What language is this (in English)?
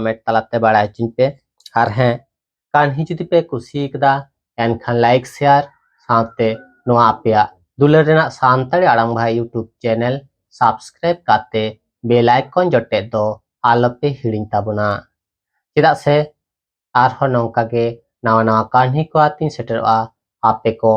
Santali